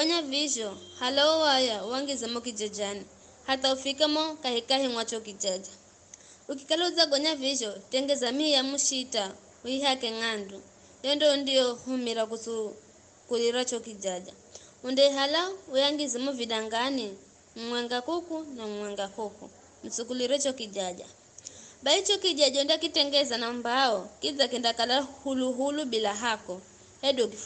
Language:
Giryama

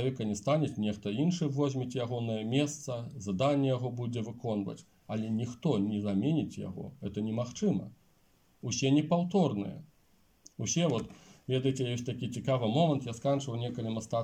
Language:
Belarusian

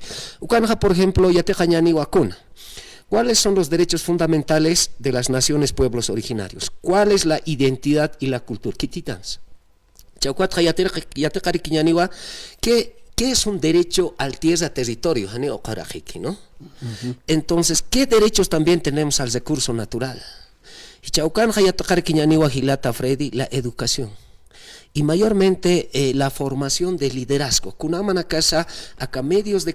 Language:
Aymara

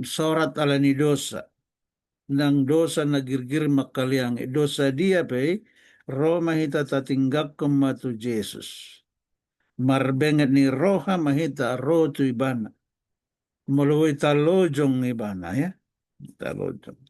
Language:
Batak Toba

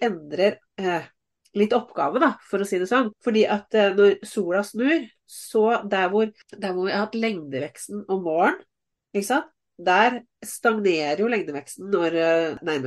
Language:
Norwegian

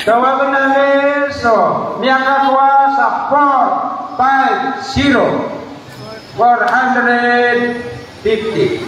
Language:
Maranao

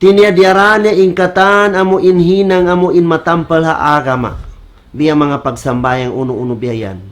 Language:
Tausug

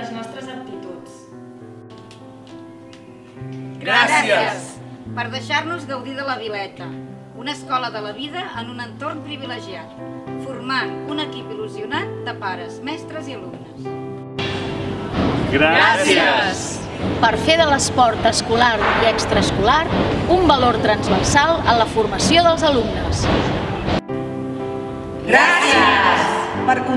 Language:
Catalan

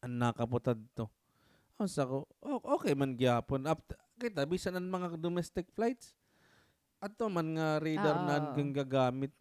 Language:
Waray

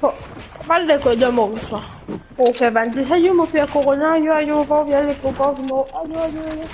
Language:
Morisyen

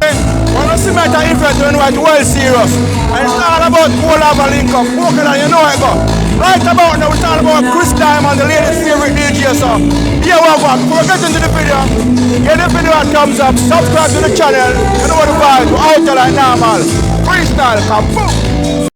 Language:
Jamaican Creole English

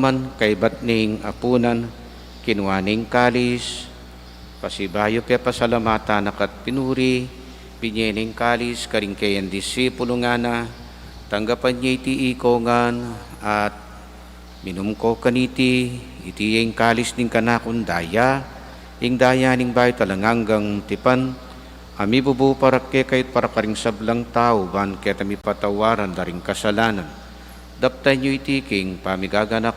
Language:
Pampanga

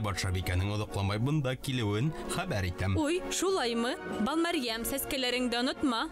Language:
Bashkir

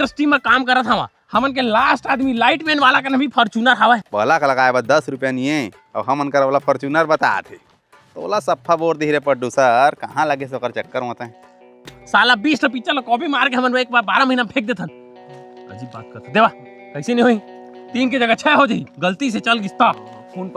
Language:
Chhattisgarhi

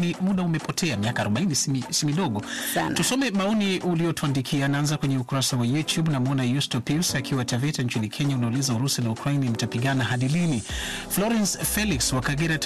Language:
Swahili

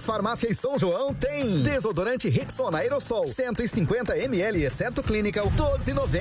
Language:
Portuguese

